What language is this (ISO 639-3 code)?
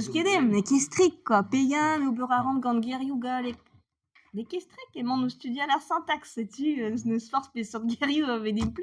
bre